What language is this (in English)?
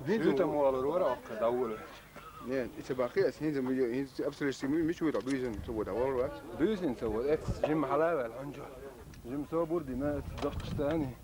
Chechen